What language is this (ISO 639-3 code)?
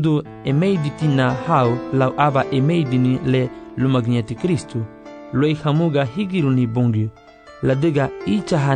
cab